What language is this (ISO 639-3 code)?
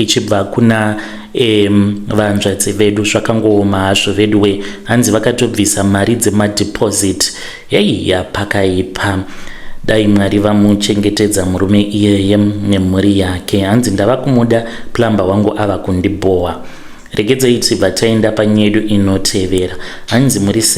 sna